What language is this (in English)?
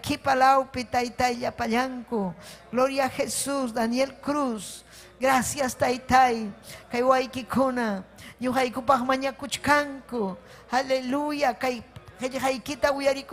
Ayacucho Quechua